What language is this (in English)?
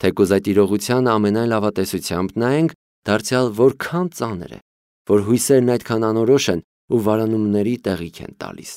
Armenian